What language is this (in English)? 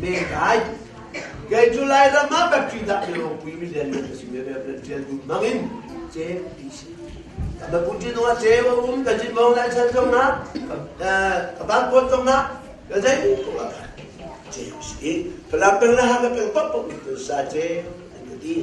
Hakha Chin